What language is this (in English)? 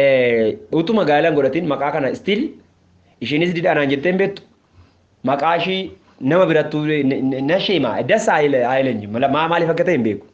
Oromo